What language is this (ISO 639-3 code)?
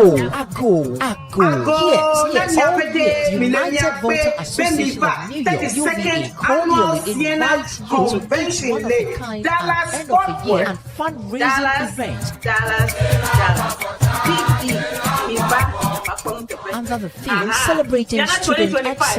ewe